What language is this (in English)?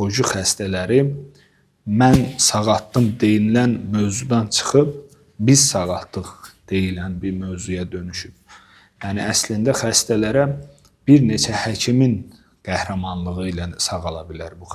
Azerbaijani